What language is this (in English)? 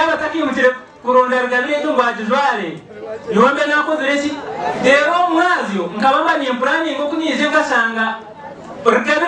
Nyankole